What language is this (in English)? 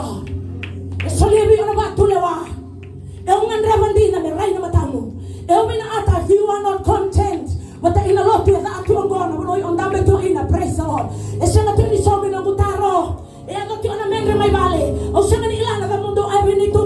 Fijian